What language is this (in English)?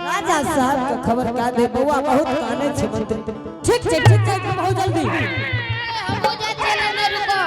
Angika